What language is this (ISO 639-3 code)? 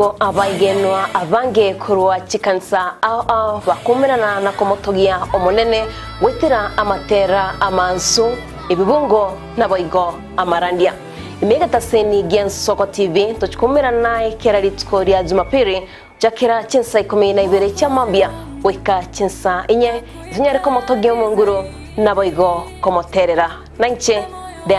guz